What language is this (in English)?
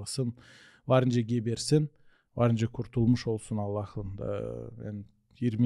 Gagauz